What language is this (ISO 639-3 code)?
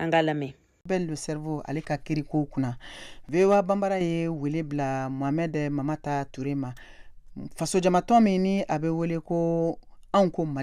bam